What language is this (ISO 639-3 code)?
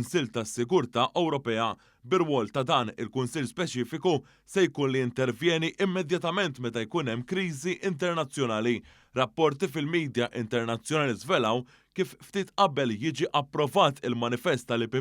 mlt